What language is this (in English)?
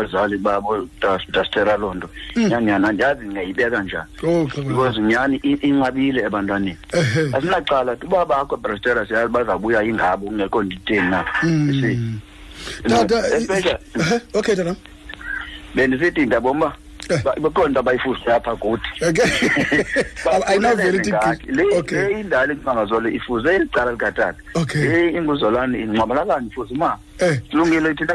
Xhosa